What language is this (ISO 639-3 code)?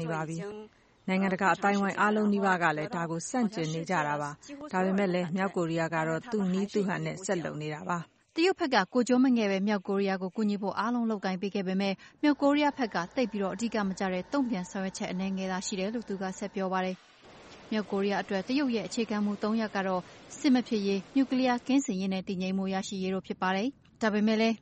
mya